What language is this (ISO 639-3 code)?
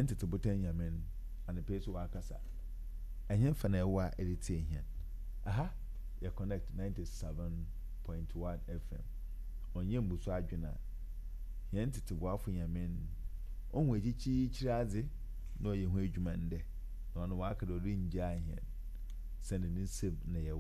aka